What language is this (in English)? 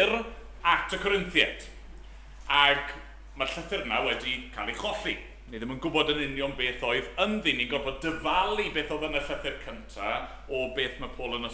Welsh